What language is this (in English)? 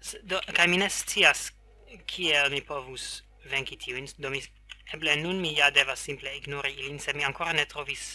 Esperanto